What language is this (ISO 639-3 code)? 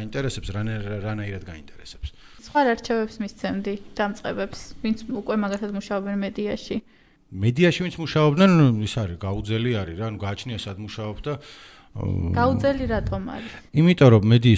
kat